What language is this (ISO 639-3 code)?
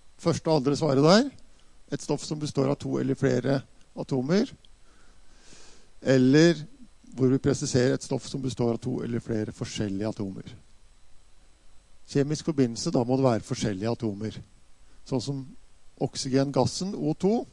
nor